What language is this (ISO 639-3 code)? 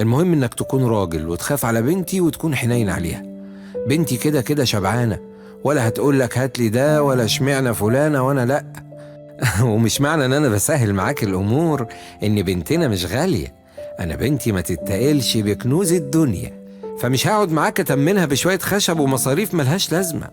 arz